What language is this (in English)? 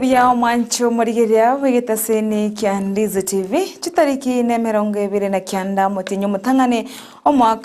Gusii